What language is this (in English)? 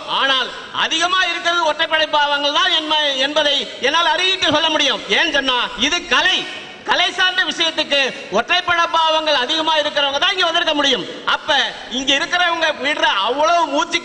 Tamil